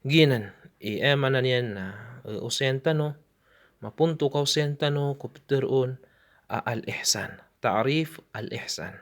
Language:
Maranao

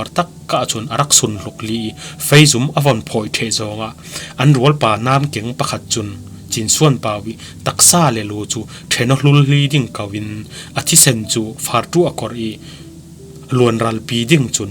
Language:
Falam Chin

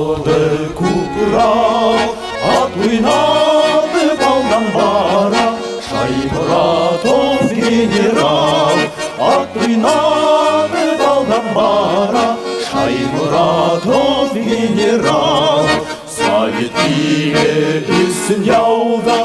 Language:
Bashkir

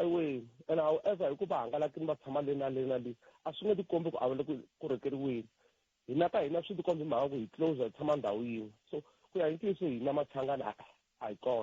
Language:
Tsonga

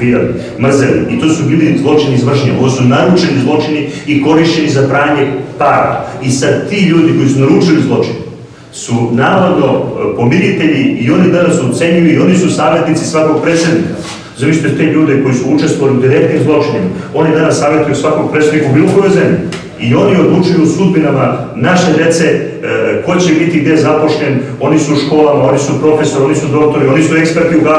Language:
Serbian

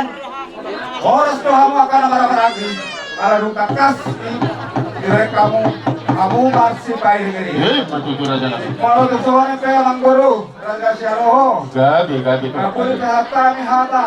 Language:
Batak Toba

